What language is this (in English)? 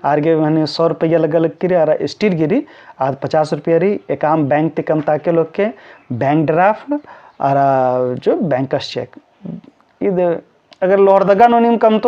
Kurukh